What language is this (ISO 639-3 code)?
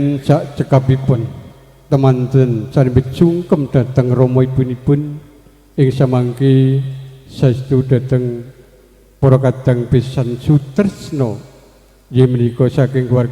jav